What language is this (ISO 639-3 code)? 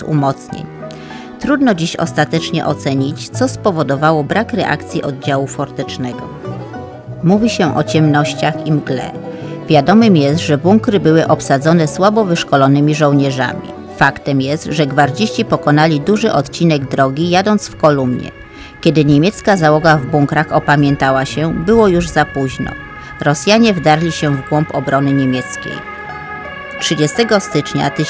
pol